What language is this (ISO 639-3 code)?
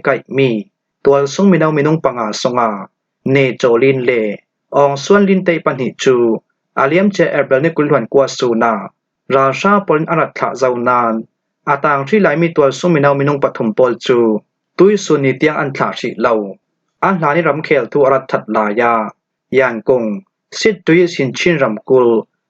cfm